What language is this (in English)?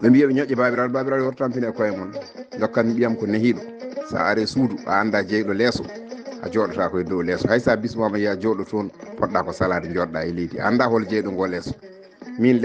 Fula